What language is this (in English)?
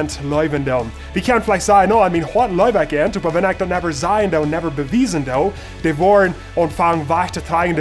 Plautdietsch